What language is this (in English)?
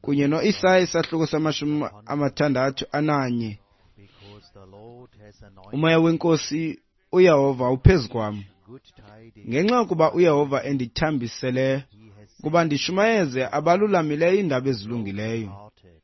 Xhosa